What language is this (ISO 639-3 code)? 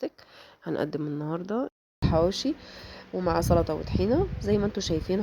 arz